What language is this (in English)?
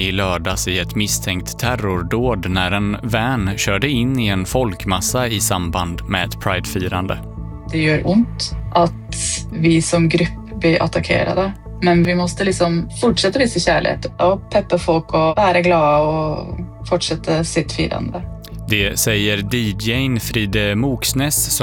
Swedish